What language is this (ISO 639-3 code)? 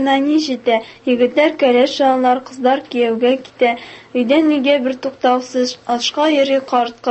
tat